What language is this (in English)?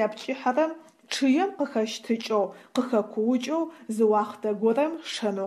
Adyghe